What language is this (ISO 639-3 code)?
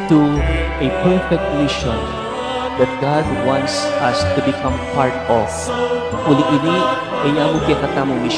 pam